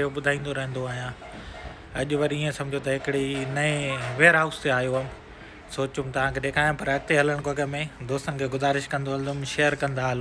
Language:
Sindhi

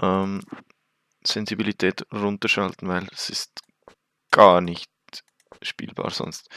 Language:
Swiss German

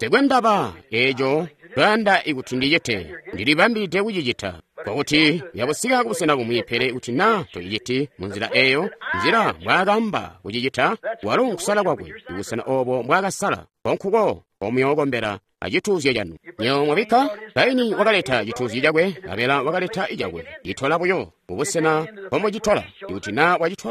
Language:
Tonga (Zambia)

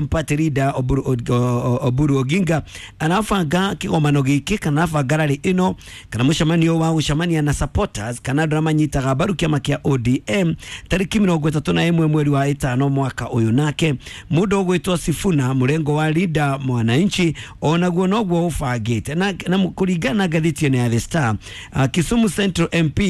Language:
Kikuyu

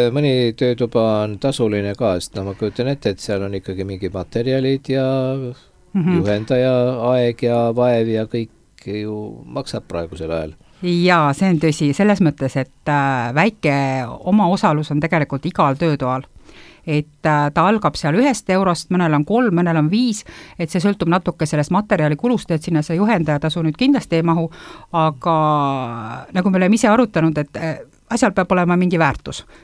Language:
Estonian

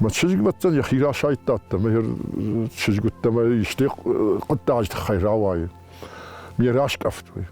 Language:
Ossetic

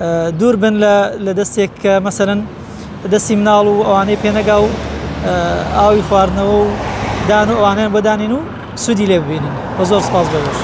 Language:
Central Kurdish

